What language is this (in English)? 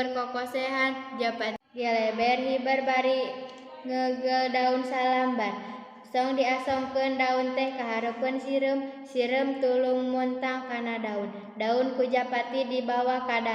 Sundanese